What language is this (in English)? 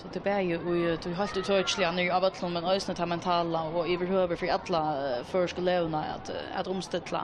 Faroese